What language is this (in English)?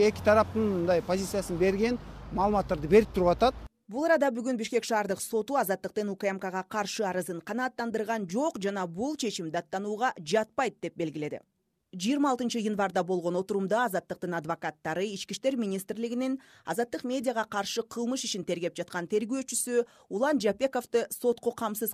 Kyrgyz